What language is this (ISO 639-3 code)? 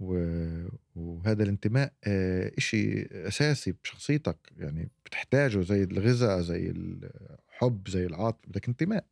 apc